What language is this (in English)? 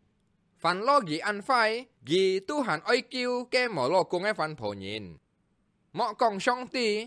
Hakka Chinese